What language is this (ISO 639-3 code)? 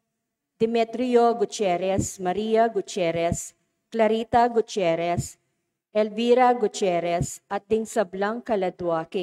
pam